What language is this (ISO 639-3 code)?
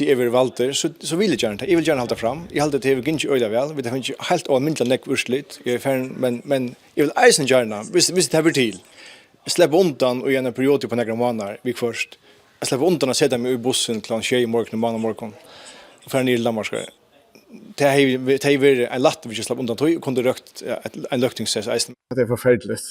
fao